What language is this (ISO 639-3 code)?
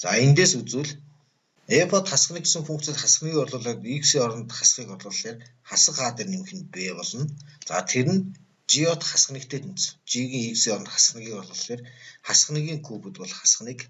mon